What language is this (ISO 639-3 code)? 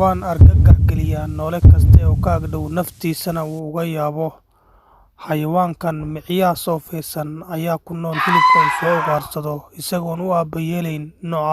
som